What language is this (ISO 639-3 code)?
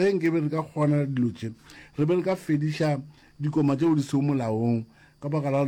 nso